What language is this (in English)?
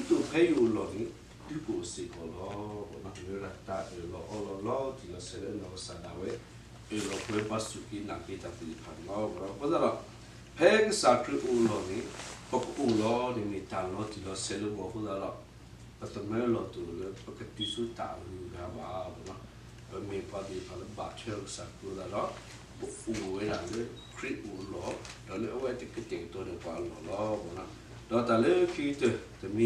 S'gaw Karen